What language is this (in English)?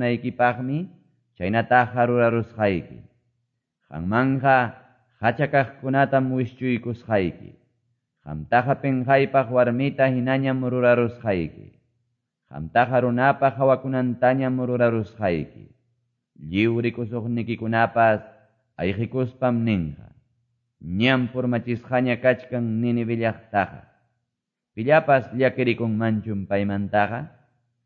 Quechua